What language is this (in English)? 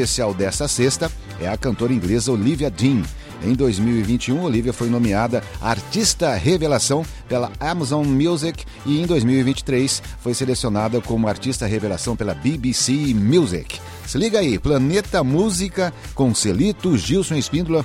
Portuguese